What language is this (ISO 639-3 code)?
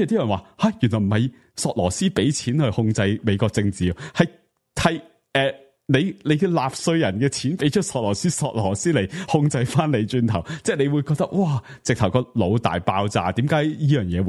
yue